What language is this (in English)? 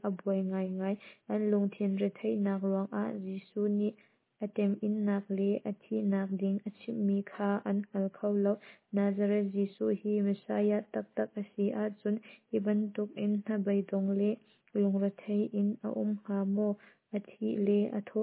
Hakha Chin